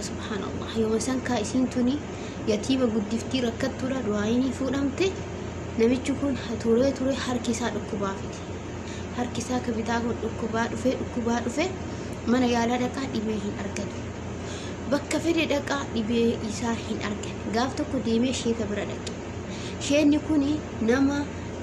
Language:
Oromo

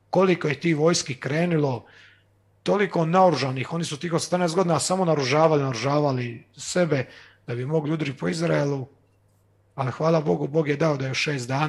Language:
Croatian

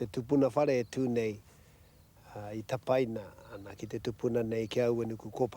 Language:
Māori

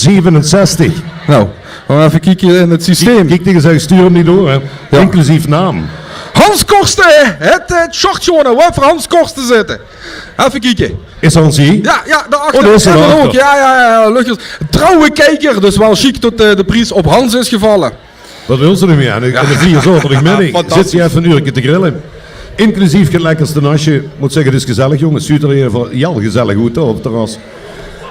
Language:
Limburgish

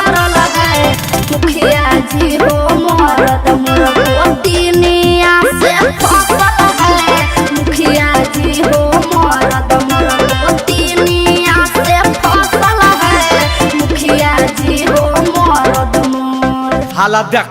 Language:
Magahi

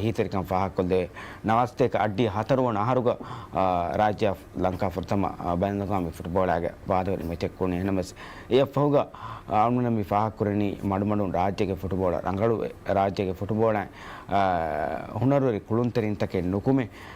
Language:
Divehi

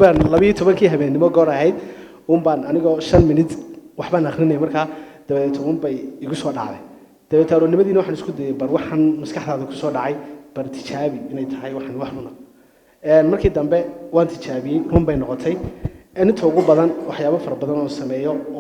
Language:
Somali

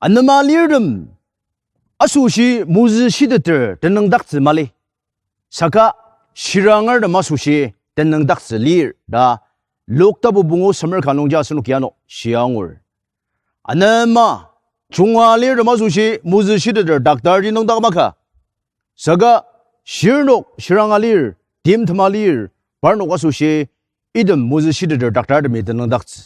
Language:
Ao Naga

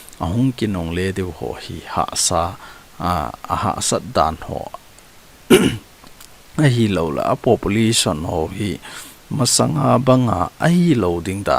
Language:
Thado Chin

